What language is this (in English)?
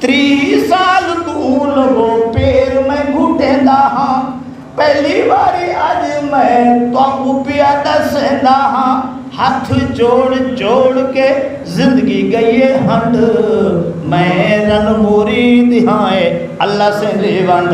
Saraiki